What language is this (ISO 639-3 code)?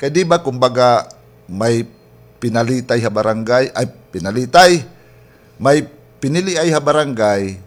war